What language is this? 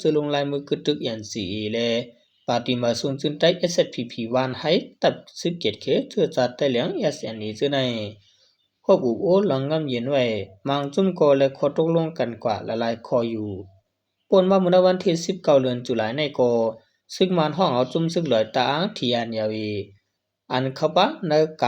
Shan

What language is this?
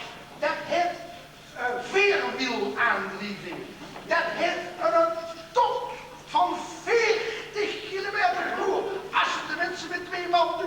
Limburgish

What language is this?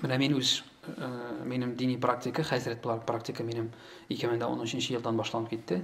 Tatar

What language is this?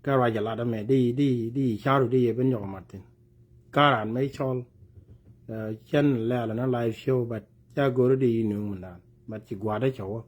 Nuer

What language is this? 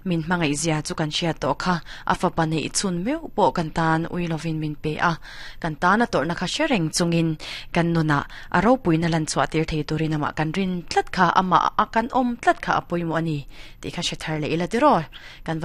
Mizo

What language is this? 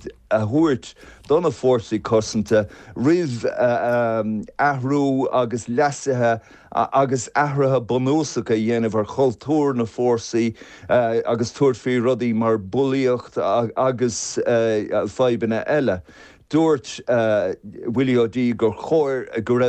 Irish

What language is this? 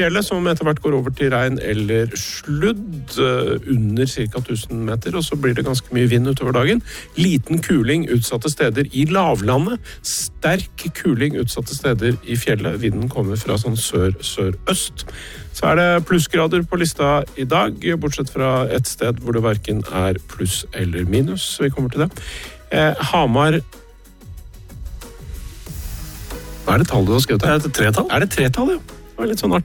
Norwegian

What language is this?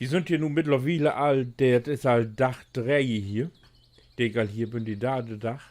Low German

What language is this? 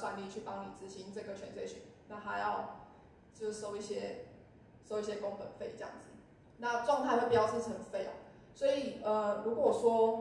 Chinese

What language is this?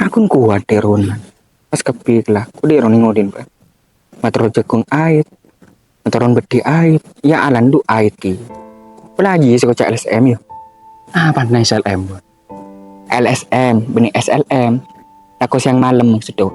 Madurese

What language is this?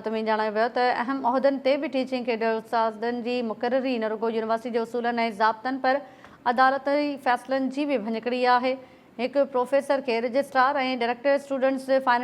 Sindhi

